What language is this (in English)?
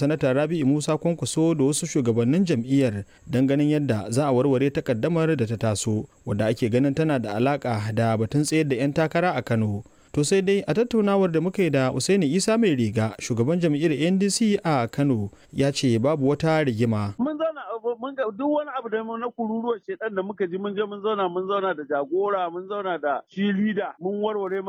Hausa